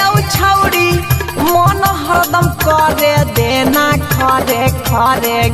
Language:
Maithili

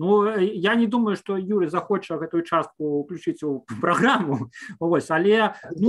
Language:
Belarusian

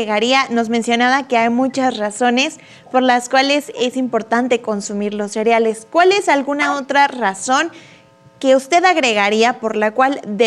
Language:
Spanish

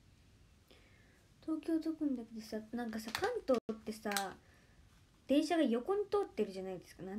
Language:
Japanese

